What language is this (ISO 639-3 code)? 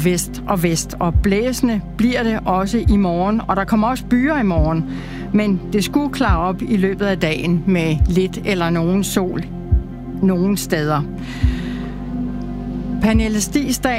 dan